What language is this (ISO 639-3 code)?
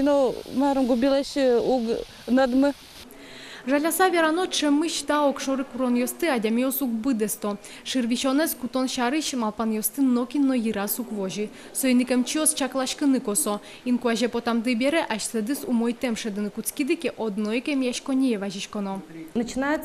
udm